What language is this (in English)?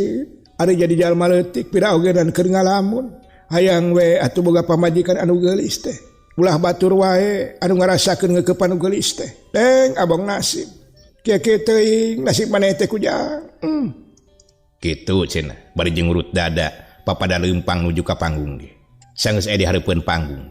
Sundanese